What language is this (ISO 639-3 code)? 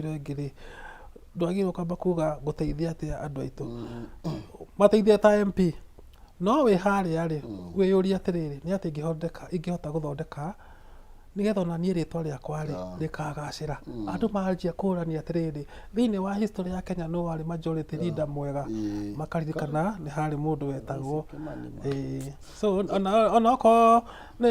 kik